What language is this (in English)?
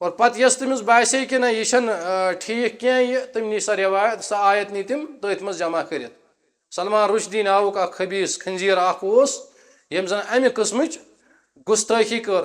Kashmiri